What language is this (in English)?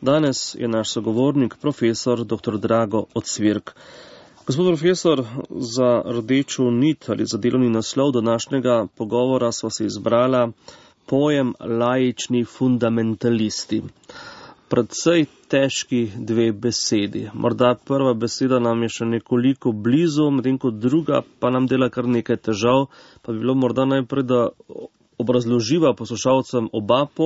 Slovenian